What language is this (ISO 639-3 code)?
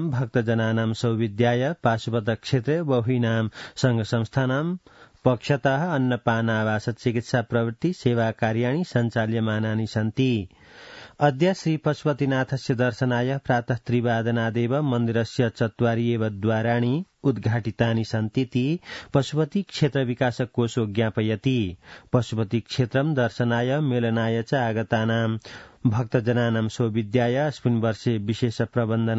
san